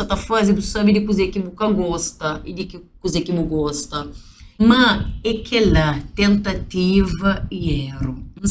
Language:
Kabuverdianu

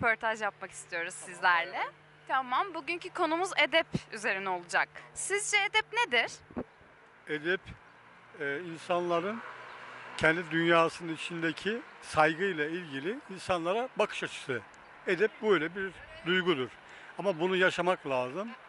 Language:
Turkish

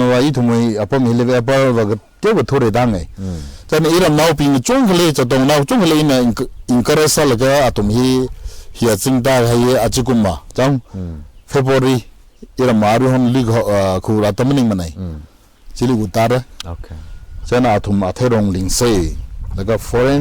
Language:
Tangkhul Naga (India)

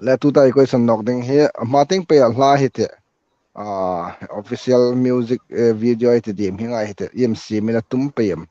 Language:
Hmar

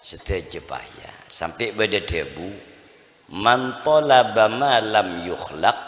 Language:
Madurese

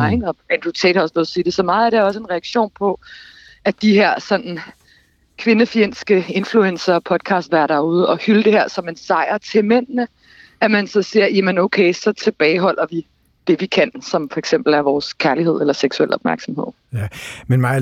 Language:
Danish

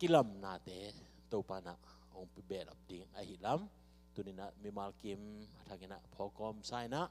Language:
Tedim Chin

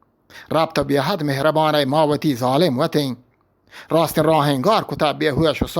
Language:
Eastern Balochi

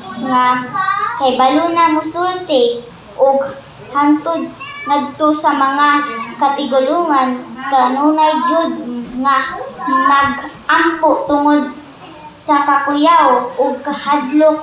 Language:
Cebuano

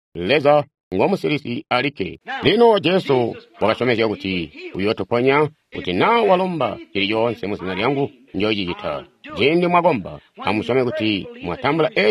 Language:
Tonga (Zambia)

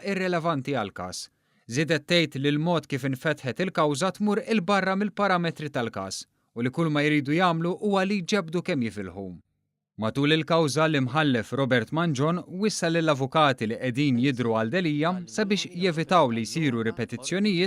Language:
Maltese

